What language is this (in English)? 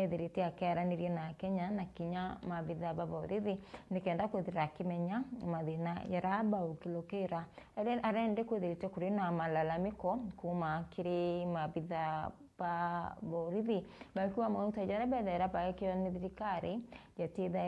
Meru